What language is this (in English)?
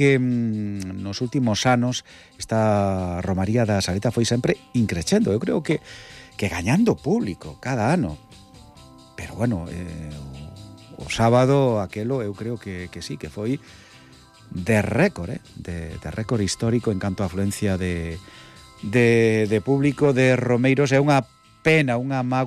Galician